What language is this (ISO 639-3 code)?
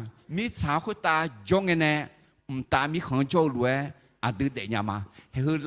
ahk